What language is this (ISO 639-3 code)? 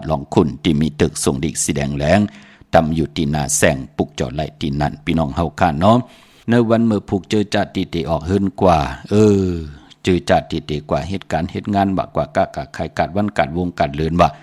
shn